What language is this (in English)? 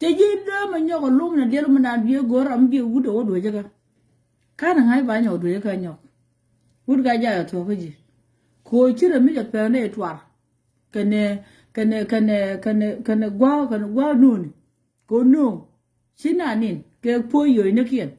Nuer